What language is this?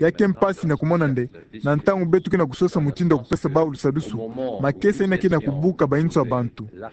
Kituba (Democratic Republic of Congo)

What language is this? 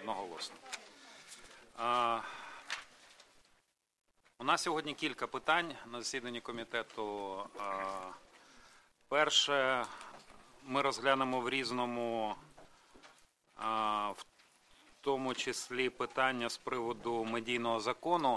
Ukrainian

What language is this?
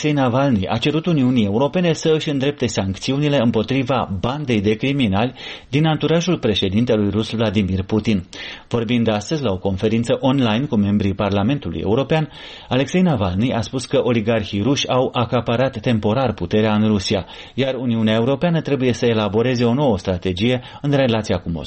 Romanian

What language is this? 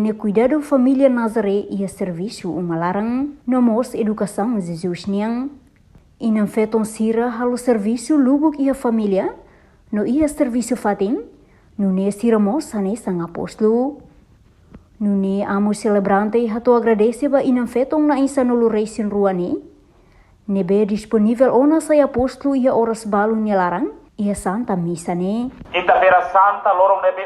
Tetum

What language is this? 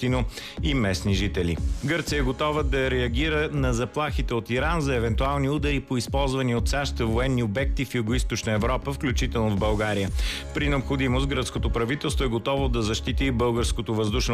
Bulgarian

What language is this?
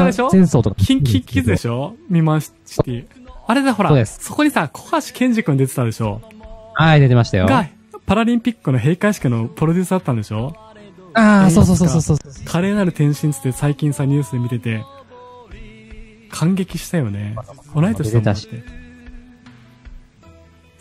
Japanese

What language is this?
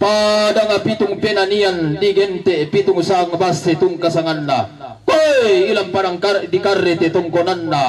Toraja-Sa'dan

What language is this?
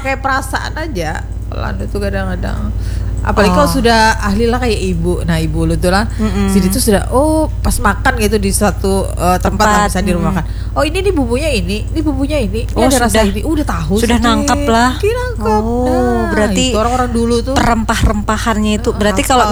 Banjar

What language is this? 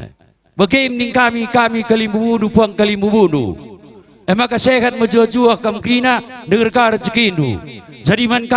Batak Karo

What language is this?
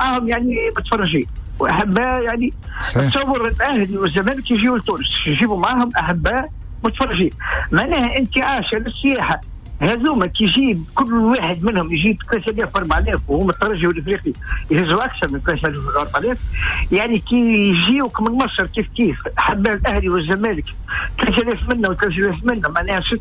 Tunisian Arabic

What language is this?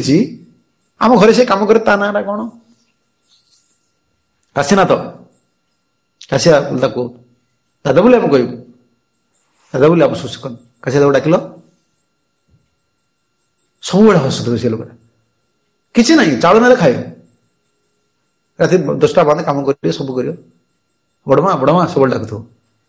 Odia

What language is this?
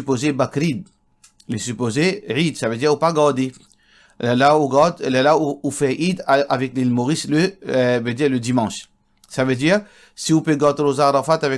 Morisyen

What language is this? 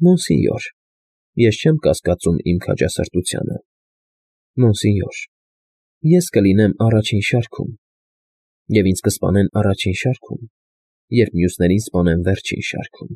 Armenian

